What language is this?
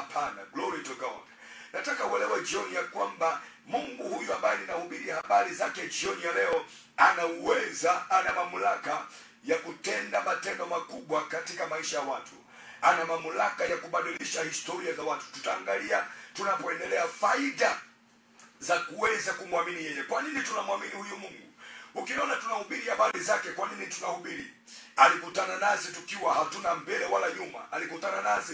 Swahili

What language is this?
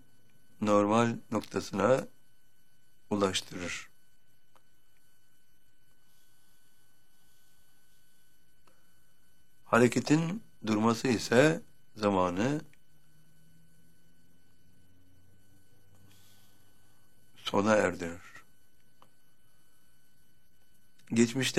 Turkish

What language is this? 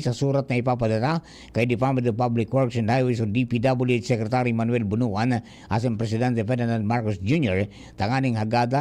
Bikol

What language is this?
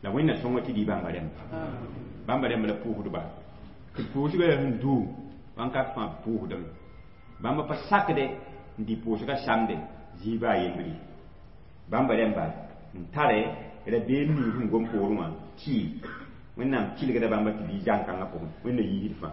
Mossi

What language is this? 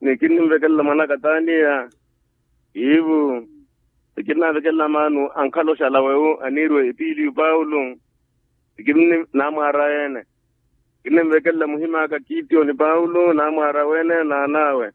Makhuwa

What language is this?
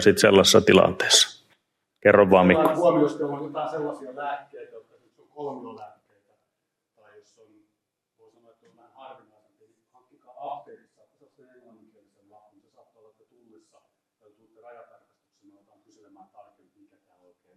Finnish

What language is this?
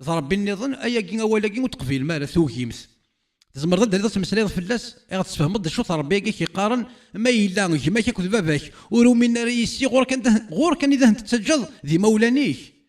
Kabyle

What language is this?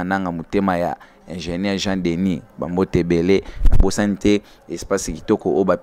Lingala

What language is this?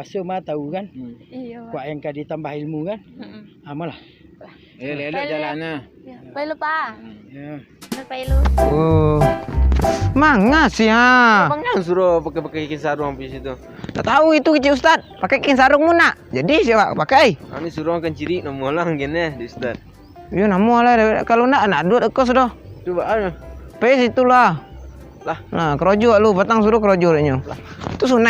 Minangkabau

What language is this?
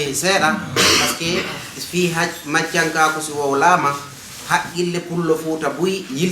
Fula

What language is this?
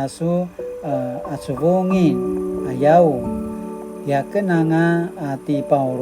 Paiwan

